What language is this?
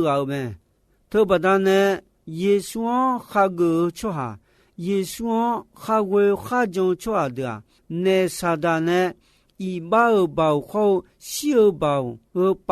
Akha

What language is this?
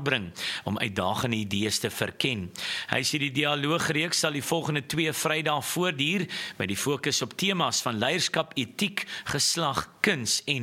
Afrikaans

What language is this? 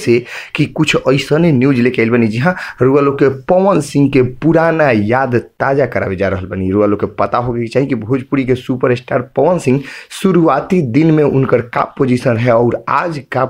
Bhojpuri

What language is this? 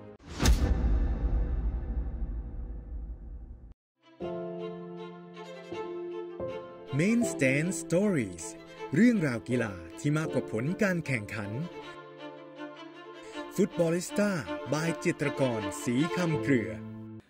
Thai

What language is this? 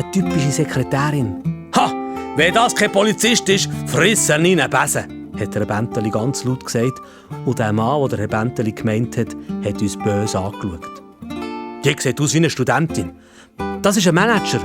Swiss German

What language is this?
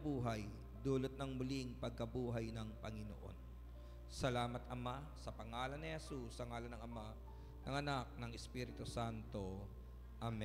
Filipino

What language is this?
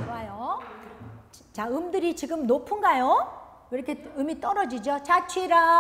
Korean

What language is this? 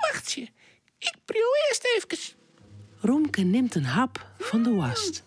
Western Frisian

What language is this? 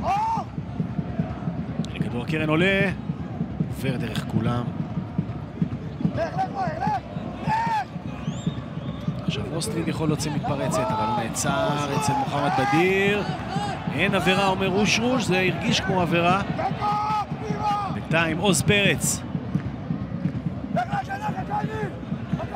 Hebrew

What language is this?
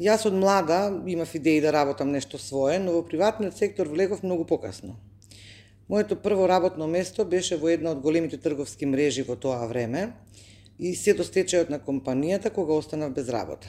Macedonian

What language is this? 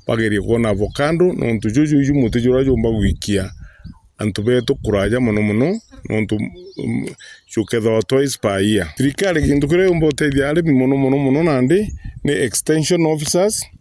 Meru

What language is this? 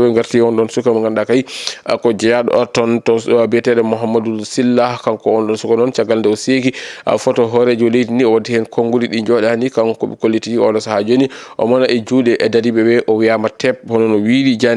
Fula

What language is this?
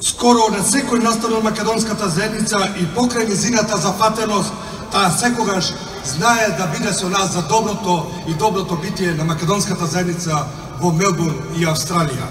Macedonian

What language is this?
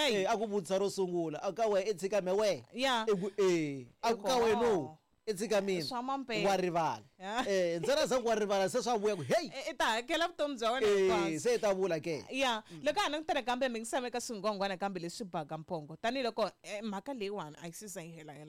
Tsonga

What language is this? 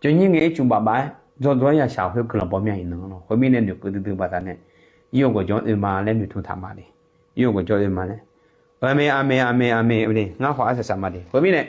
Akha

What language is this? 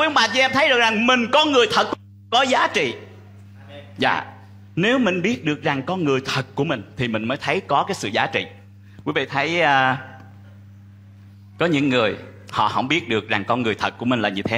Vietnamese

